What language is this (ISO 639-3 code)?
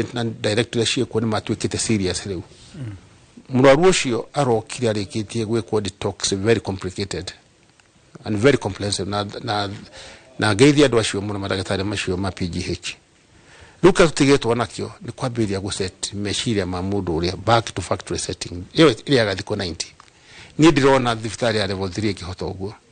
kik